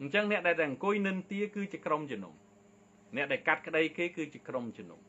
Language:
Khmer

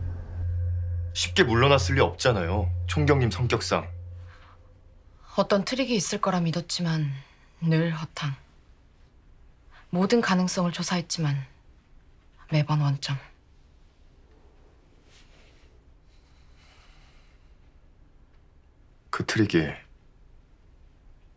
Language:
Korean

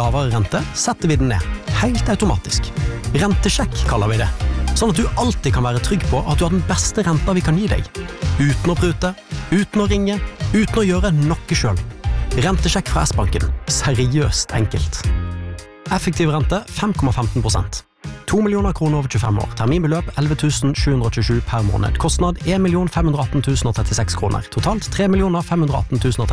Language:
Norwegian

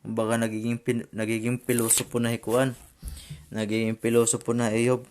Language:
Waray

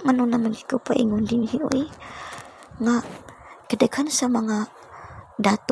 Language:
Cebuano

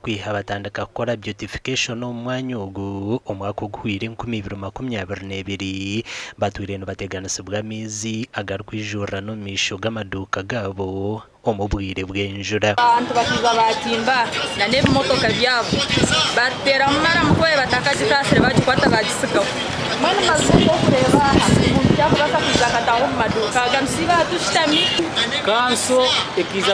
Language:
Nyankole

